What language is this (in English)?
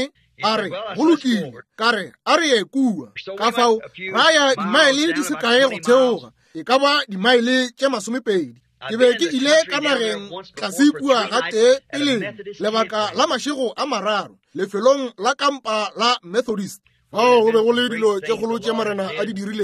Northern Sotho